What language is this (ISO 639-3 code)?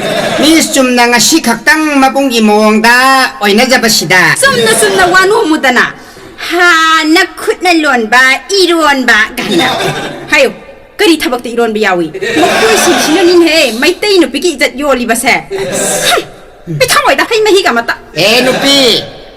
mni